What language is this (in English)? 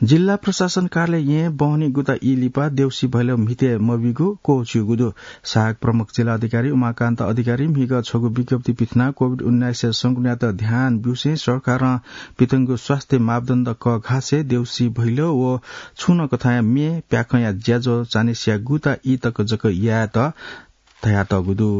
Newari